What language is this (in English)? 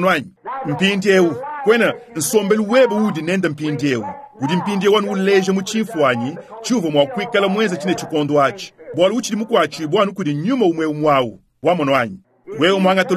Luba-Lulua